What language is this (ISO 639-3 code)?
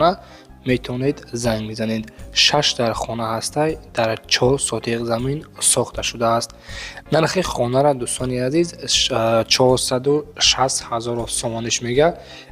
tgk